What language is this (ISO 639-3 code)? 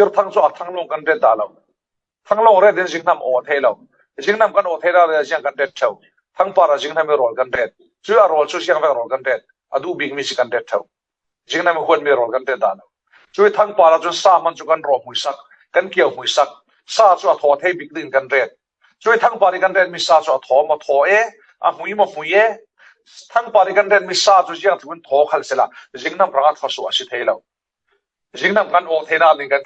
cfm